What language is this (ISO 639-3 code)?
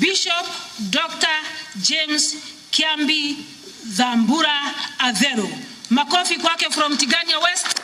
mer